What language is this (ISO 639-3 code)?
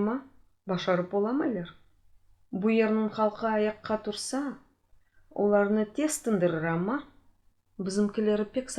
crh